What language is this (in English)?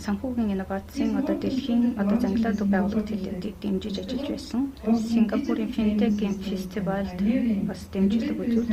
Mongolian